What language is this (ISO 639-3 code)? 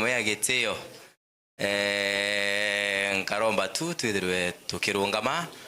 mer